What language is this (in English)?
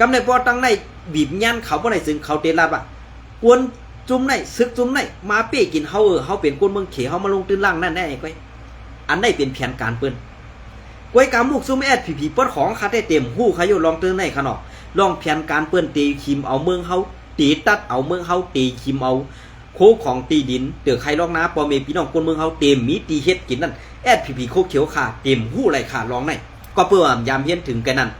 Shan